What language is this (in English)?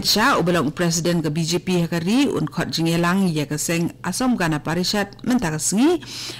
Khasi